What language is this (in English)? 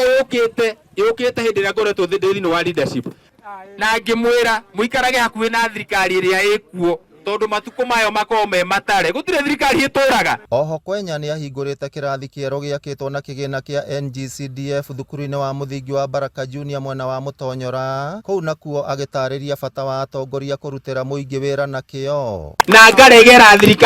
Kikuyu